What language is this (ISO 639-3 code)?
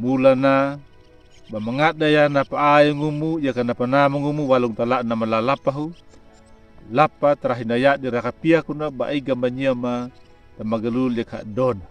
akg